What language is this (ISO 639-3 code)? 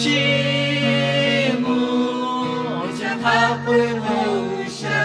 lhu